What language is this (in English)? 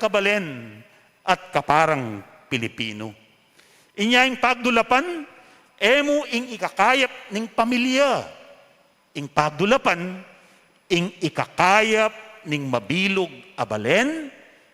Pampanga